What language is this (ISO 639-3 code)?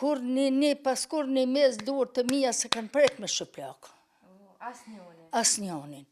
sqi